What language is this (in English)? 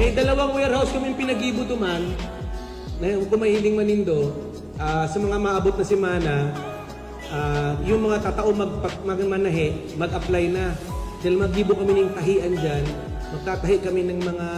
Bikol